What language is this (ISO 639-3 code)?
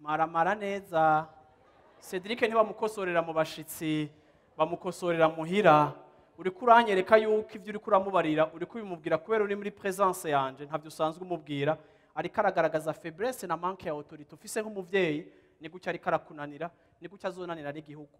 run